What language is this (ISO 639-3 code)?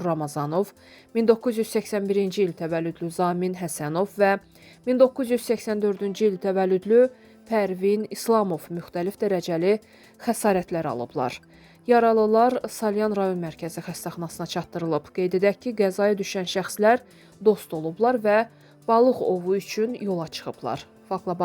aze